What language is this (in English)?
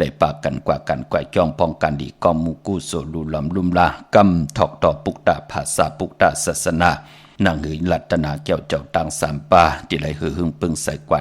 Shan